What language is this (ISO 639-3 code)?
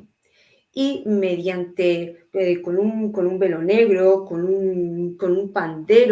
lad